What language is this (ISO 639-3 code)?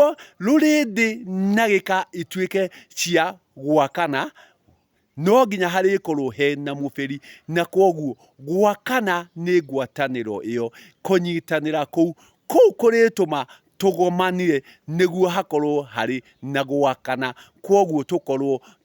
kik